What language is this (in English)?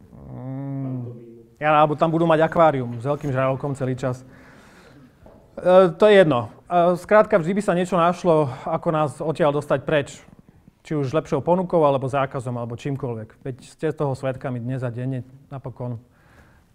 Slovak